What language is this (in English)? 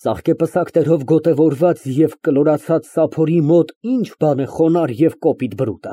Armenian